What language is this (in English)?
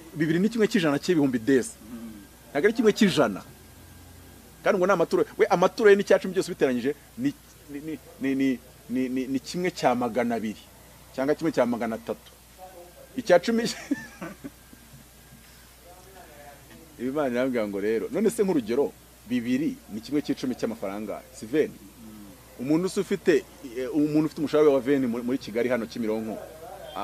Kinyarwanda